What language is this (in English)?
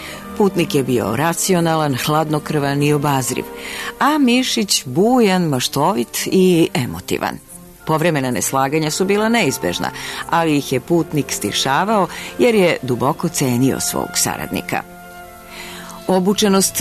Serbian